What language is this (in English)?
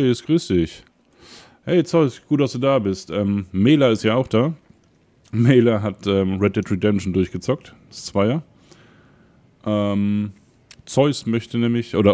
German